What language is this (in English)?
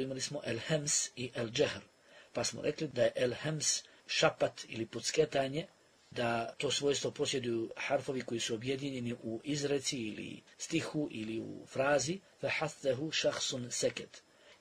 Bosnian